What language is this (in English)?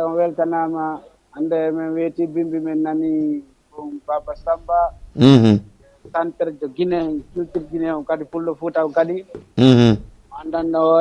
Fula